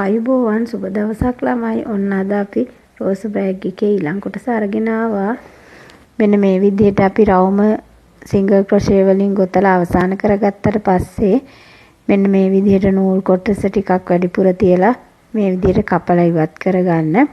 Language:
Sinhala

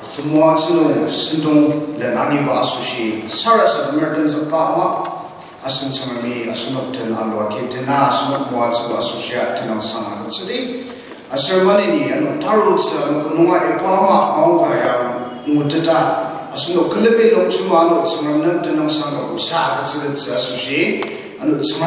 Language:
Ao Naga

